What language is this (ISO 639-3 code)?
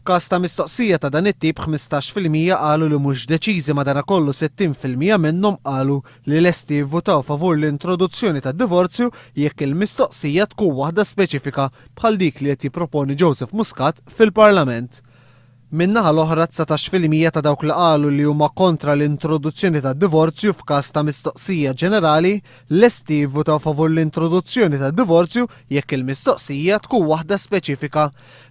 mlt